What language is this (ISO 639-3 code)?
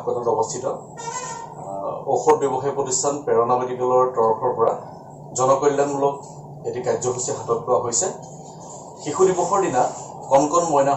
asm